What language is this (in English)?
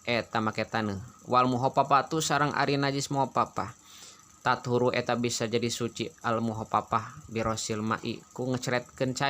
Sundanese